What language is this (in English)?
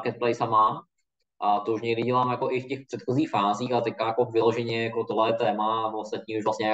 Czech